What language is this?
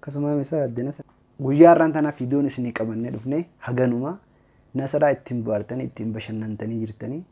Oromo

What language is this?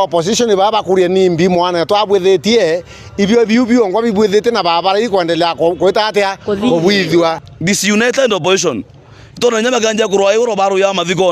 Meru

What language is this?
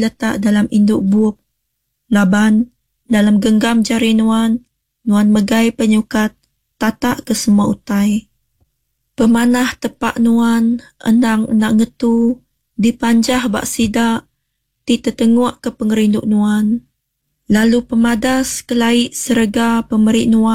Iban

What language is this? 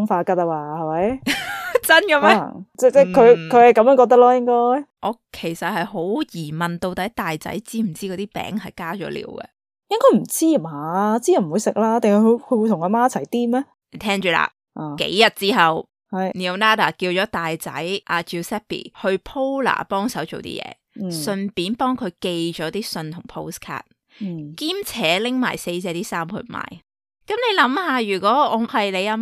Cantonese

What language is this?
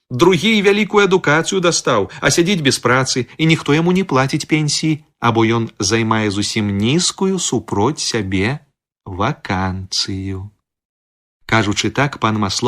Belarusian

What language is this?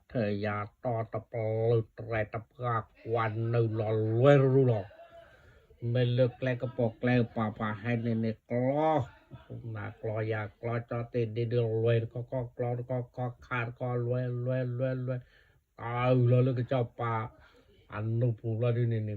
S'gaw Karen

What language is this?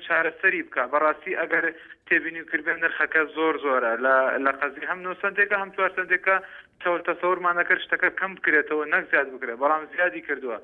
Central Kurdish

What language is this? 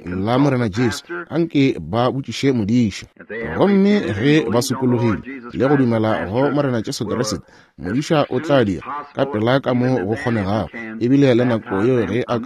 Northern Sotho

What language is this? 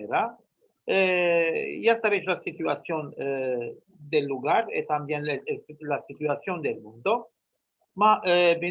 Ladino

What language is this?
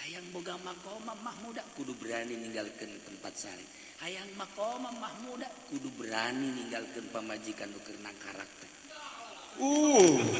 Sundanese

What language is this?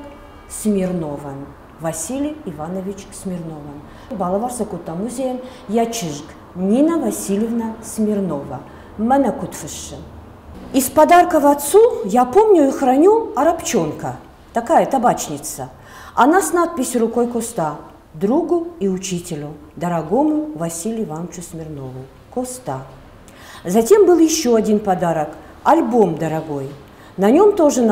Ossetic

